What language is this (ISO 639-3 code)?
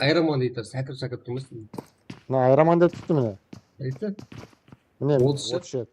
kaa